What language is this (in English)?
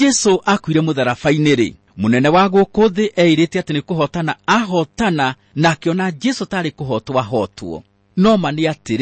Kikuyu